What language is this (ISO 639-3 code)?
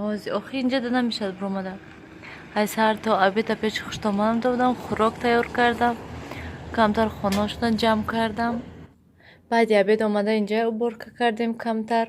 tgk